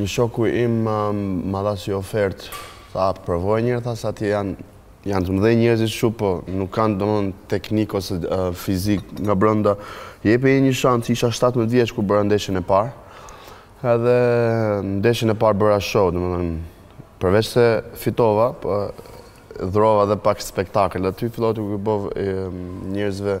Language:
Albanian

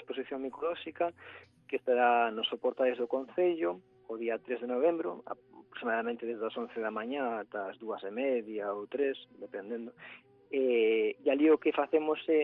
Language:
Galician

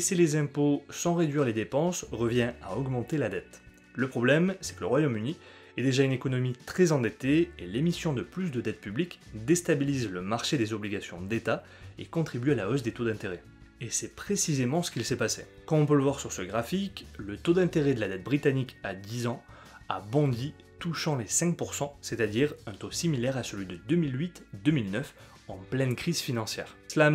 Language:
French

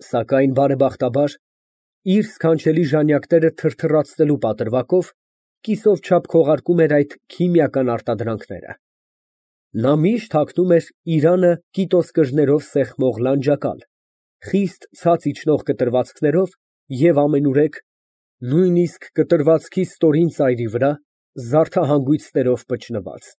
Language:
Armenian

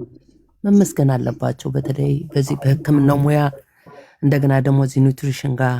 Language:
Amharic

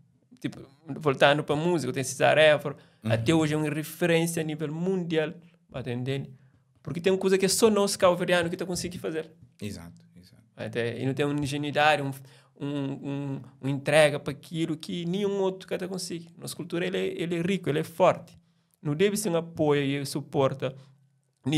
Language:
Kabuverdianu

